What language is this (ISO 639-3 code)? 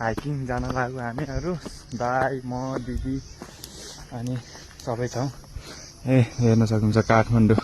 nep